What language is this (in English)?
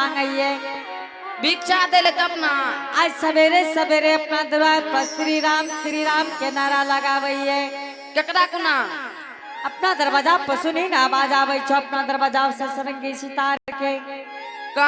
Angika